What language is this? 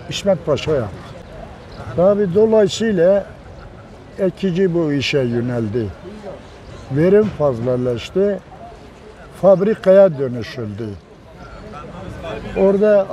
Turkish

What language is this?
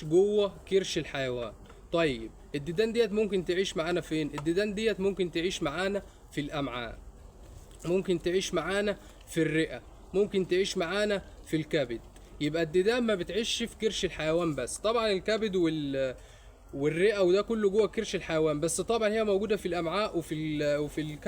Egyptian Arabic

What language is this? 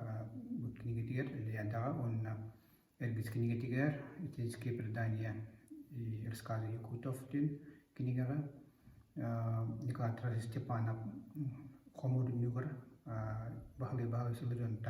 Yakut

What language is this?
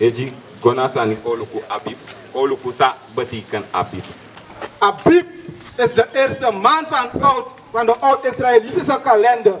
Sranan Tongo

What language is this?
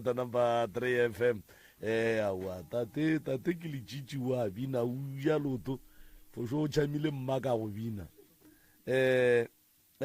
Northern Sotho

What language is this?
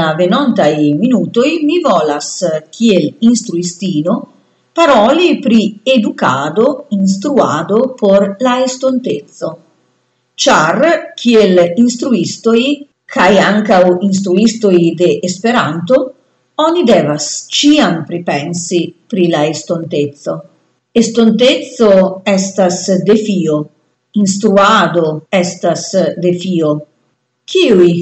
Esperanto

